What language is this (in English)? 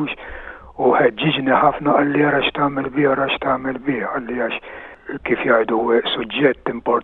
Maltese